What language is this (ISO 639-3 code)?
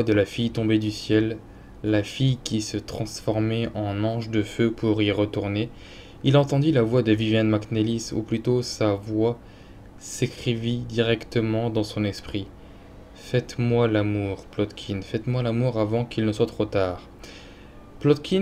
fra